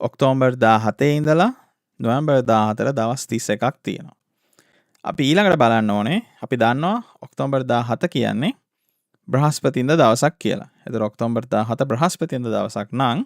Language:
Sinhala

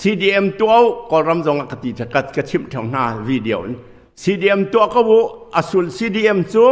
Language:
Hakha Chin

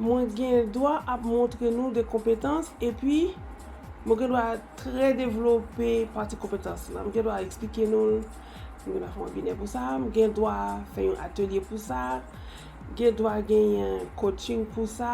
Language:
Haitian Creole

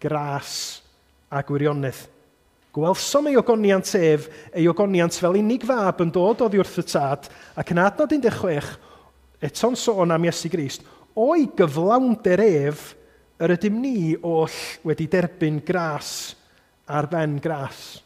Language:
Welsh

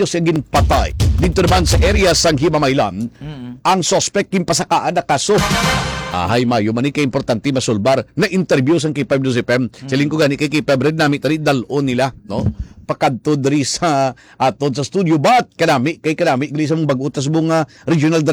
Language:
Hiligaynon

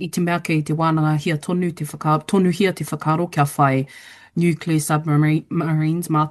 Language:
Māori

